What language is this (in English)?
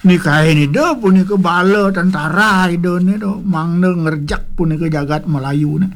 Balinese